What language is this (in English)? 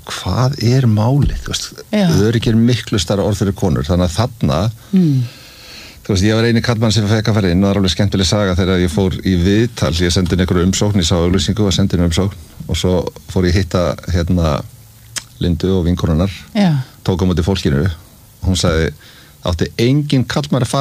Icelandic